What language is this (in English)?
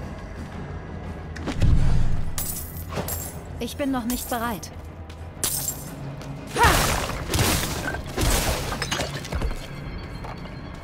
German